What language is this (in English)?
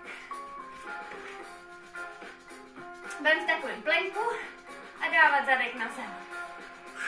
Czech